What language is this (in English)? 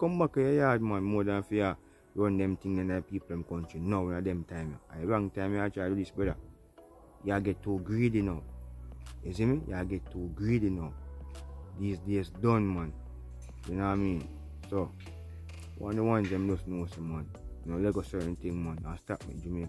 Jamaican Creole English